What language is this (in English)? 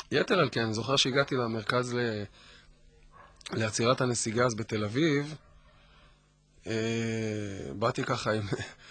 Hebrew